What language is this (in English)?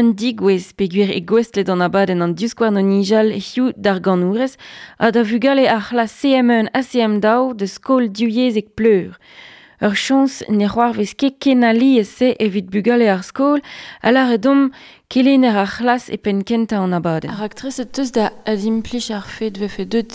Breton